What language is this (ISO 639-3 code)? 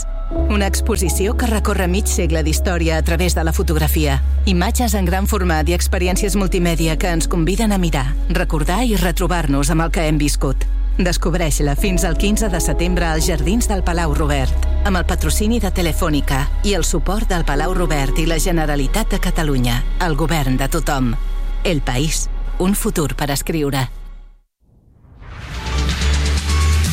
cat